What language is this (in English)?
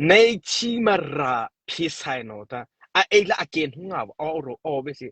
Mara Chin